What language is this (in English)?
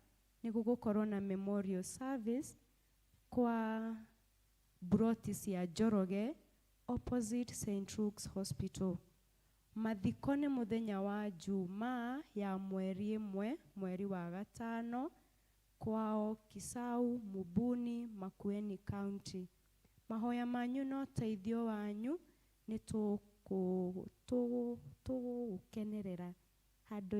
Kikuyu